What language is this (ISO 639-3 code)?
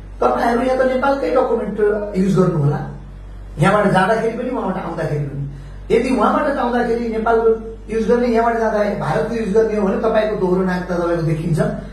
nep